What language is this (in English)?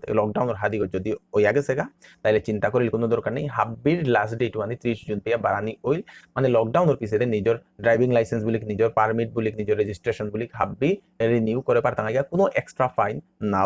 Bishnupriya